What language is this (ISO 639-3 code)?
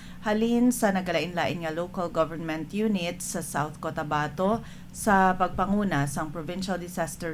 hil